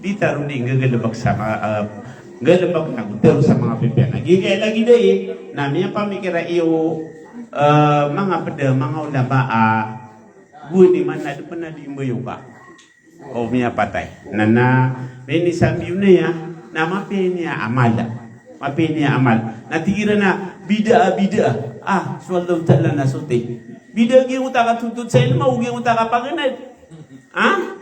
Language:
Maranao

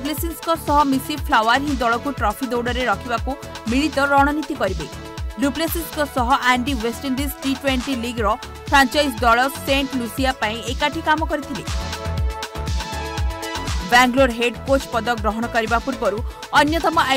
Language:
Odia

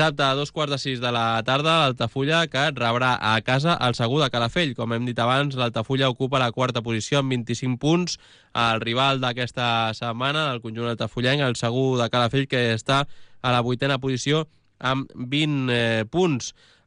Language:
Catalan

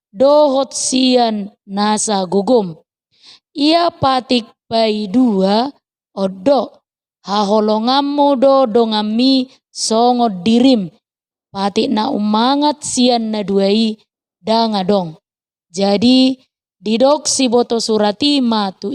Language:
Batak Toba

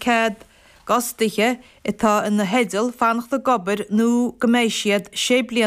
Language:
Irish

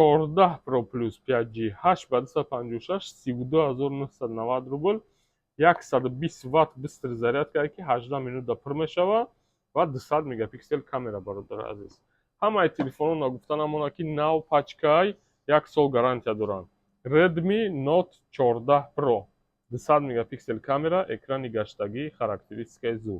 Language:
Tajik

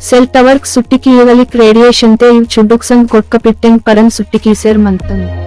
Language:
Gondi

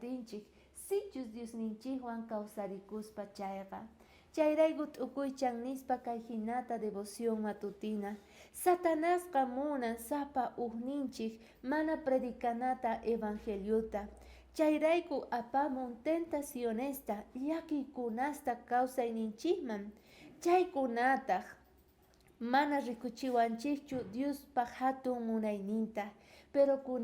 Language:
South Bolivian Quechua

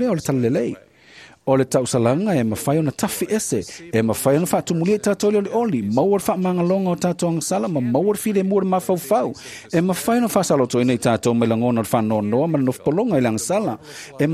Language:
Samoan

